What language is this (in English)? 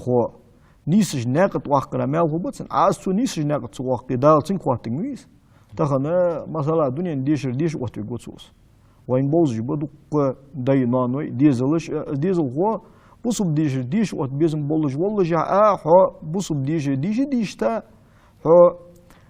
Ingush